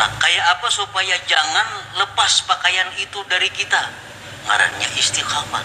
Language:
Banjar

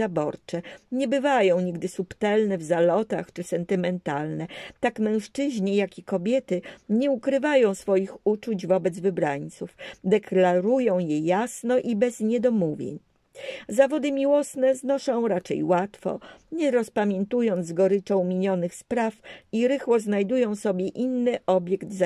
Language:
Polish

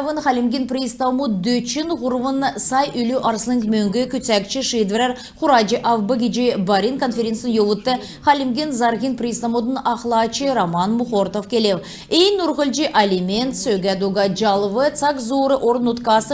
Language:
Kalmyk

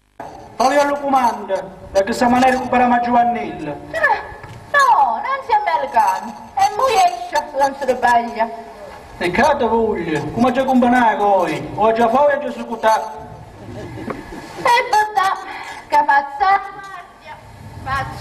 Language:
Sicilian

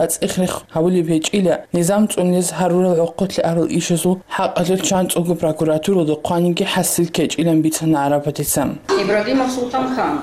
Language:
Avaric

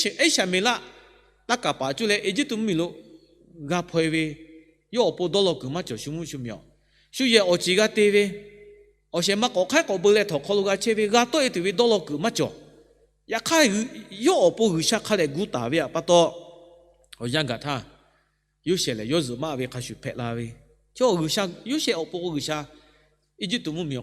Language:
Lahu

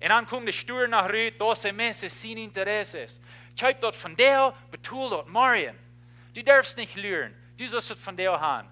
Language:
Plautdietsch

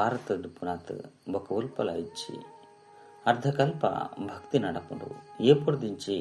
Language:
Tulu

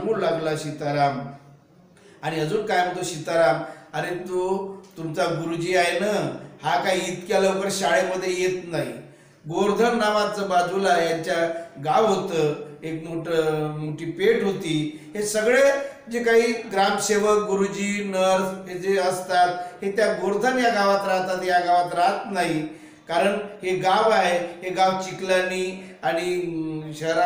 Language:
Marathi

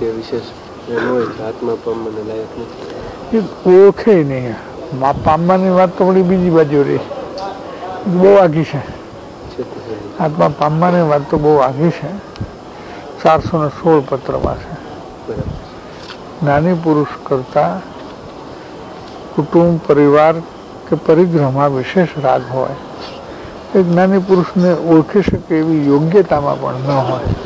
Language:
Gujarati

